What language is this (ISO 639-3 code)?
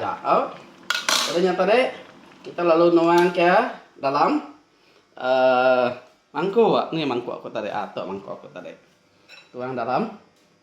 iba